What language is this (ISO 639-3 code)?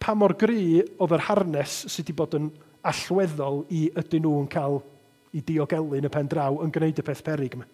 cym